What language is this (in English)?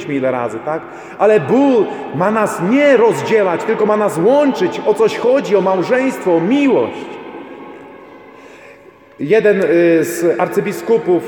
Polish